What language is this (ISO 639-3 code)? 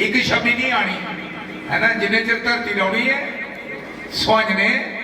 doi